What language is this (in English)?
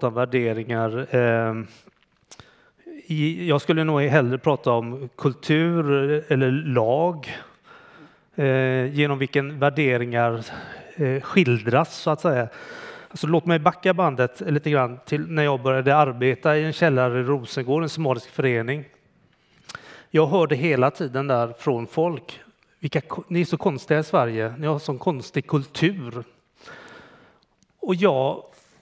Swedish